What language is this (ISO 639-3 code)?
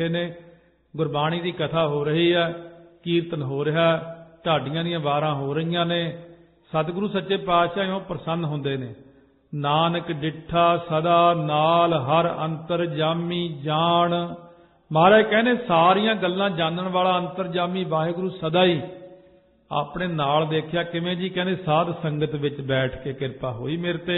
pan